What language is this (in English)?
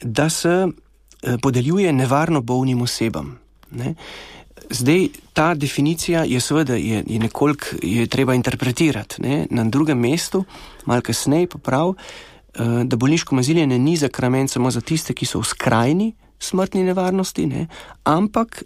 Slovenian